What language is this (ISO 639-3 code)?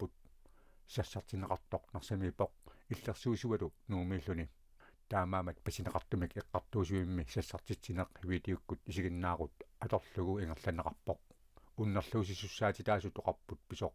kal